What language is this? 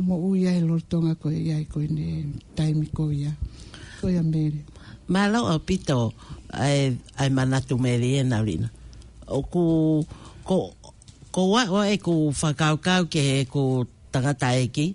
Tongan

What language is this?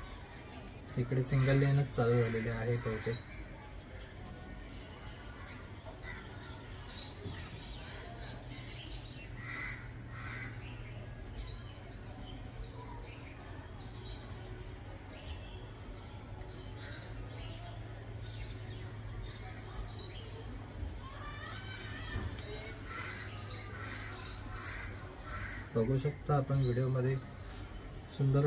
Marathi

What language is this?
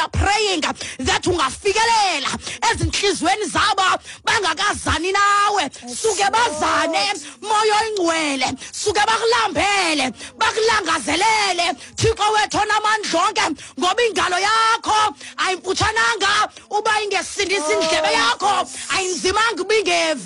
Xhosa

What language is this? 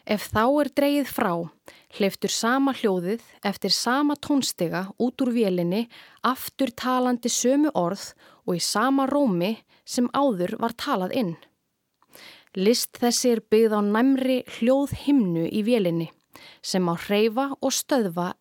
Icelandic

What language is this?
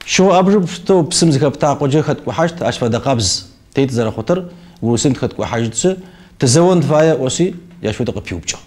Kabardian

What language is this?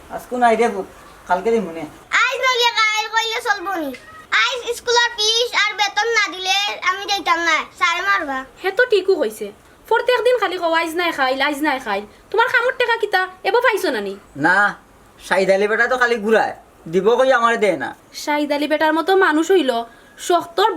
Sylheti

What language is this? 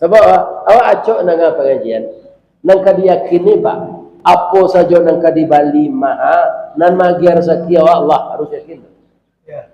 Minangkabau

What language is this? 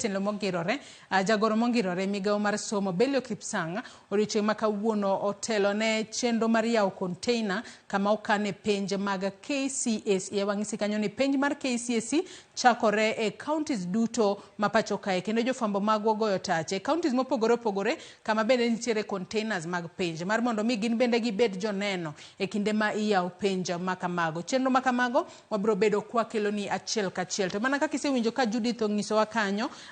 Luo (Kenya and Tanzania)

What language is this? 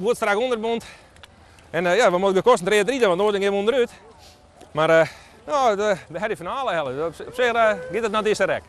Western Frisian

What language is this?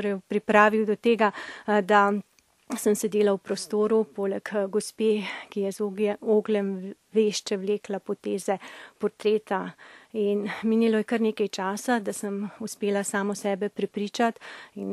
Slovenian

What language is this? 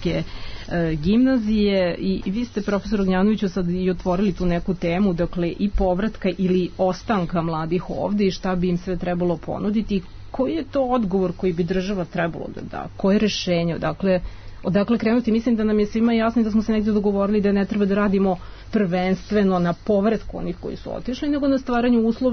Serbian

